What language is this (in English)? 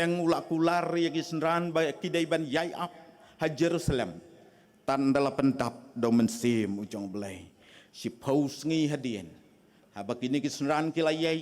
Khasi